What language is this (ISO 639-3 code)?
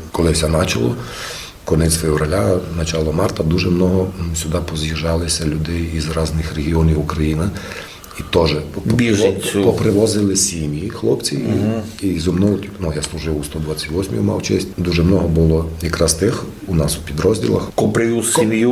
rue